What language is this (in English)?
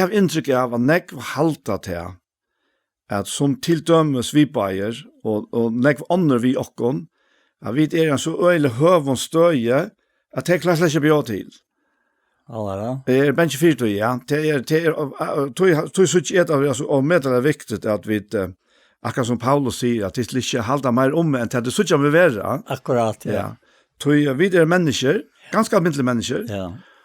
Faroese